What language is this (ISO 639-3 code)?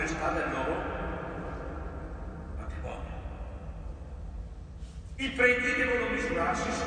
ita